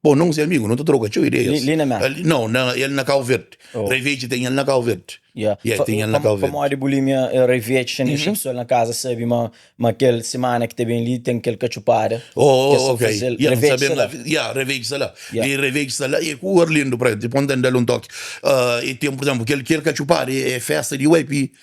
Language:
Kabuverdianu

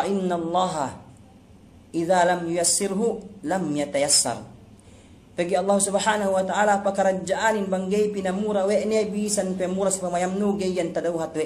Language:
Yakan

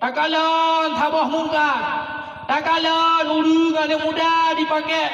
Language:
Achinese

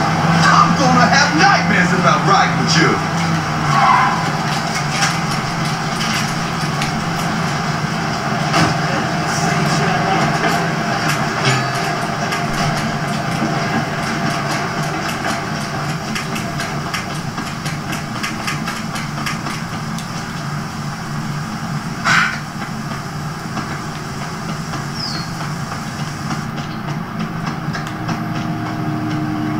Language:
English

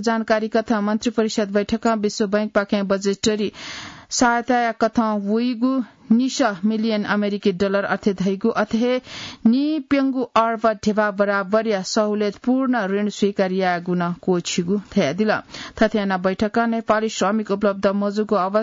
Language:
Newari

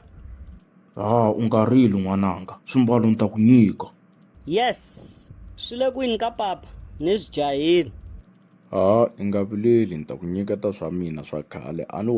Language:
Tsonga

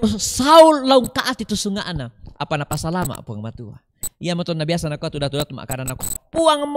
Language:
Toraja-Sa'dan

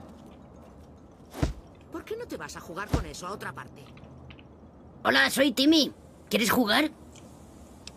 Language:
Spanish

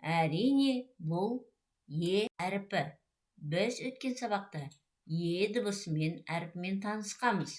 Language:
Kazakh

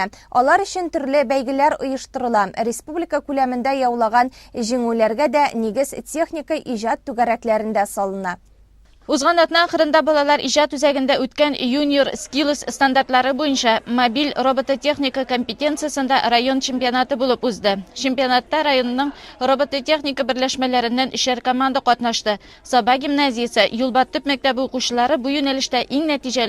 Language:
Tatar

